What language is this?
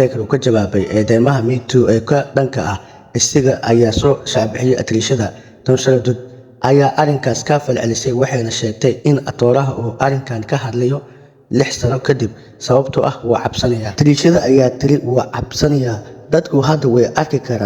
Somali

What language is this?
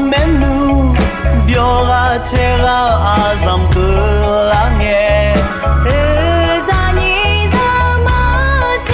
Akha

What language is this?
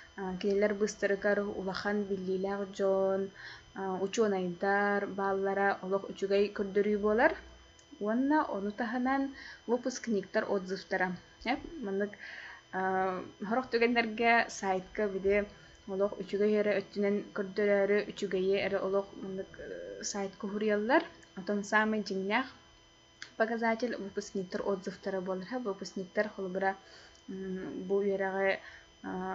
Yakut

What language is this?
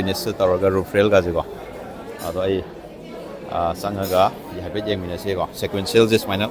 Manipuri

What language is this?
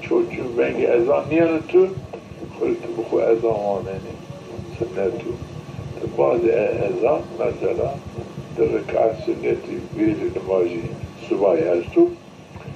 Zaza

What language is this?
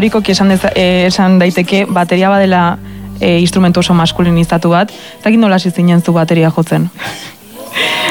Basque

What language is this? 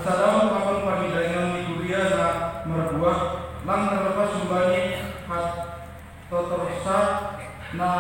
Batak Simalungun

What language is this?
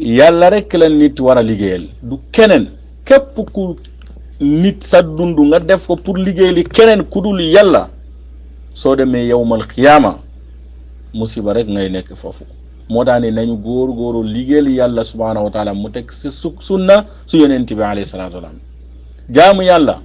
Wolof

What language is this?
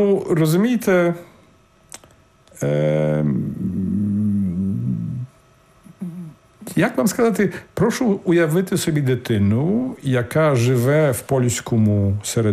Ukrainian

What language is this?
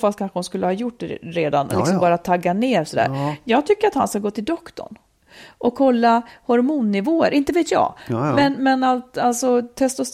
Swedish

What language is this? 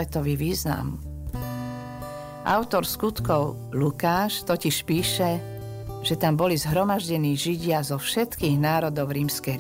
Slovak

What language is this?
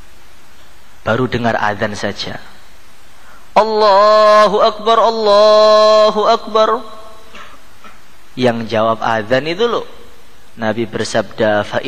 Indonesian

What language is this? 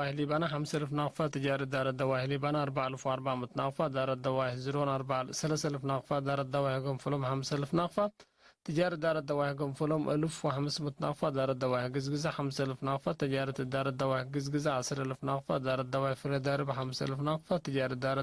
Tigre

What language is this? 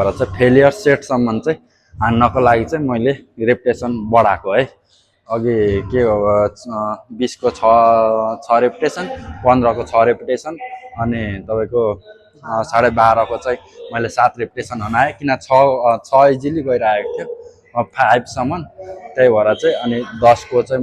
Nepali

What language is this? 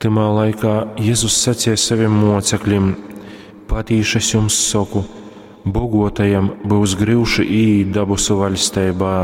Latgalian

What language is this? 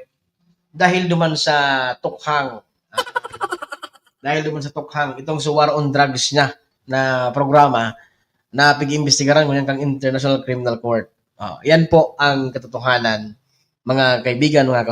Bikol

